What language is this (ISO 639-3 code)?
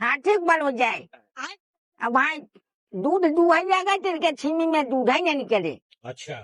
bho